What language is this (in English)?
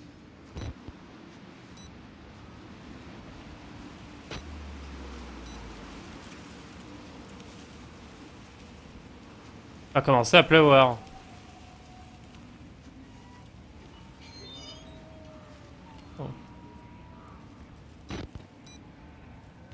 French